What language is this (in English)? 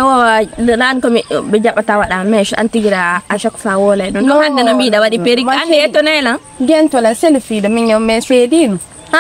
Fula